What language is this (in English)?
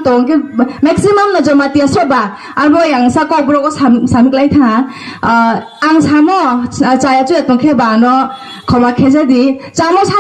Kok Borok